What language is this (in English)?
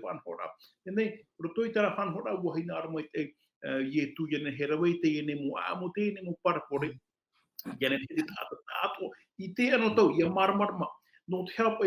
Tahitian